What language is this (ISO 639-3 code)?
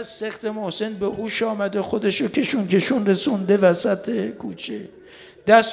fas